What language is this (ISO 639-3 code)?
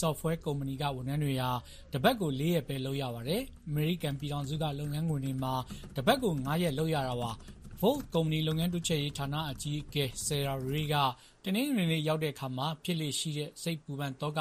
mya